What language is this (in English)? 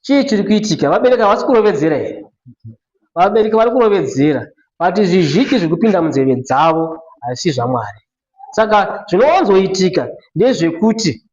Shona